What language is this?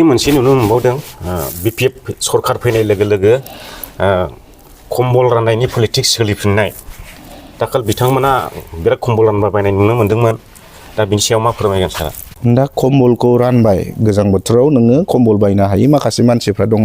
Bodo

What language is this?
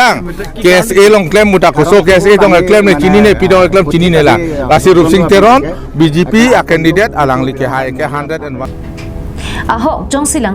Karbi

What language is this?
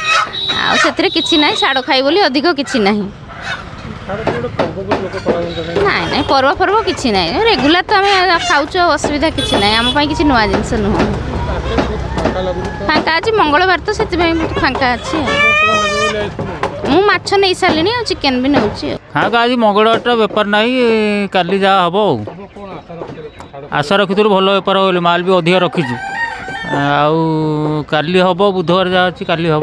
Odia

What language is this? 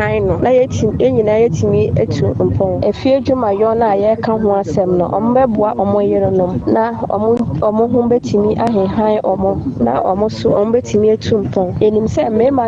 Akan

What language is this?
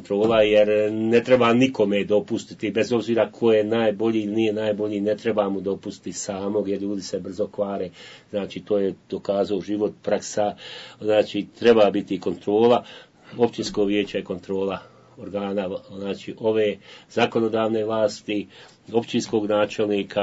Bosnian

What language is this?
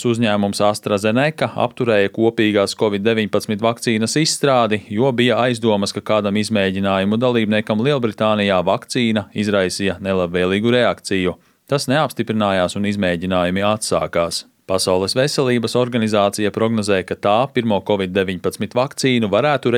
Latvian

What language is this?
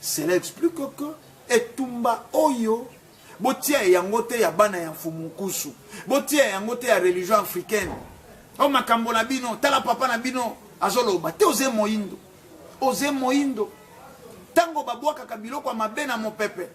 Lingala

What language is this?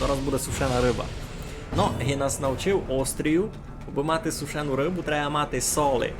Rusyn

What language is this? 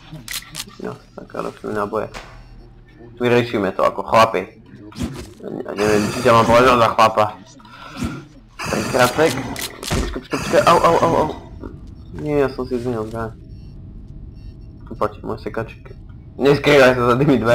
Slovak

